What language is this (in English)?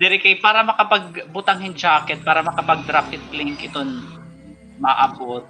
Waray